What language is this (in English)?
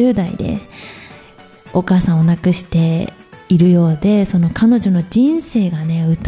Japanese